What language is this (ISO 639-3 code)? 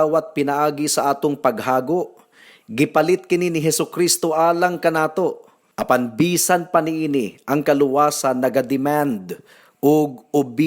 ceb